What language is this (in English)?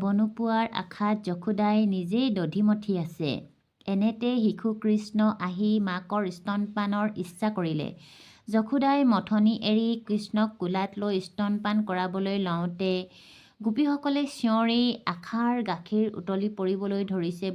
Assamese